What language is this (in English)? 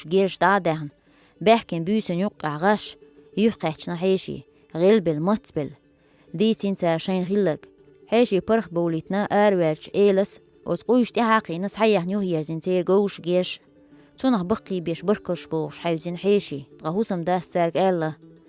Chechen